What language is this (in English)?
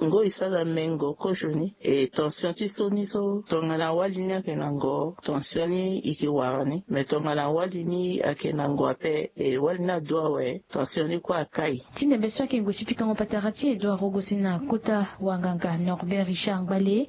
Sango